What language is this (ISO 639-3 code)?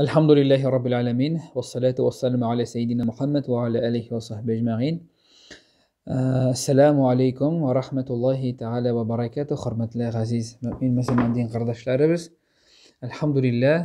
tat